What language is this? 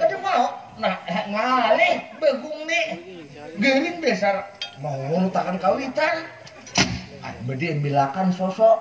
Banjar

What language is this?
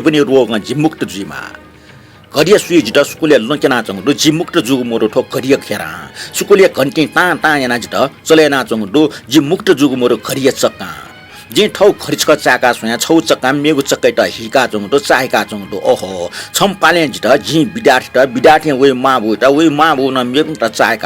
Newari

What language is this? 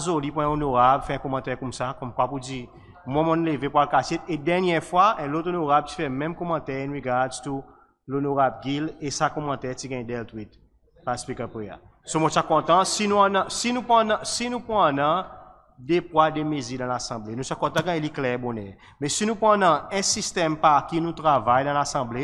Seselwa Creole French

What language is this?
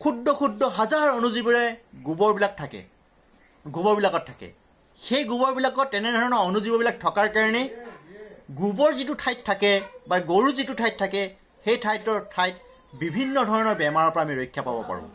Assamese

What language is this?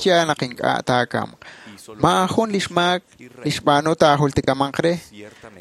Kekchí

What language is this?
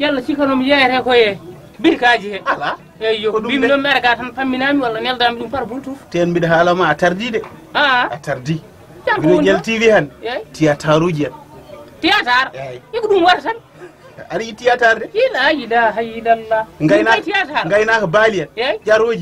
Fula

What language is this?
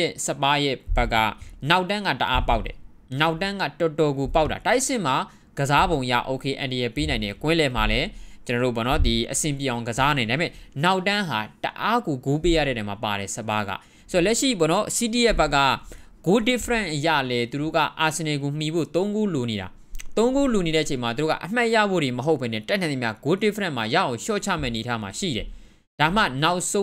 Burmese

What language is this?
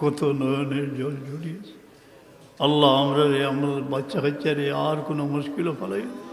Sylheti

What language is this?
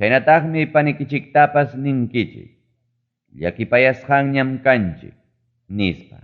Ayacucho Quechua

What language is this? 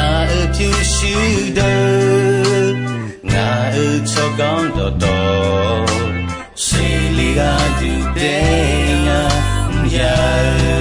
Akha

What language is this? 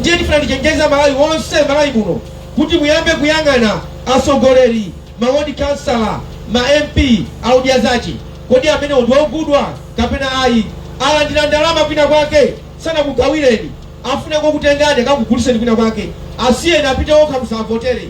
Nyanja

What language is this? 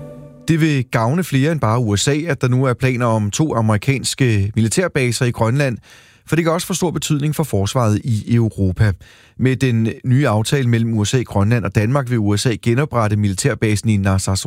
Danish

